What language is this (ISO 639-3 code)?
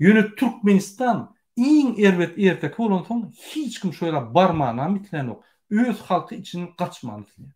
tuk